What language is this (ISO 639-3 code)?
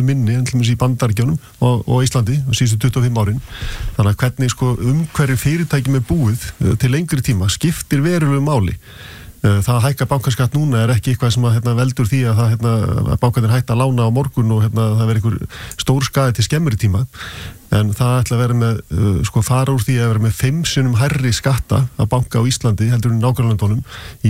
isl